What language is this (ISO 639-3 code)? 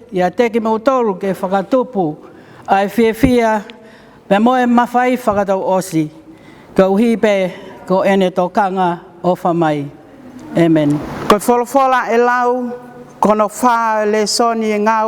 ton